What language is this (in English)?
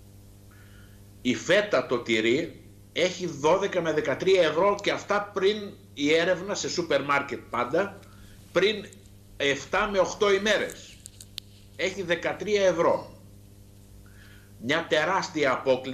Greek